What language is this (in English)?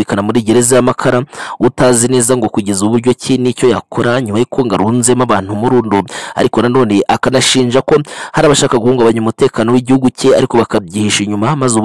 Kinyarwanda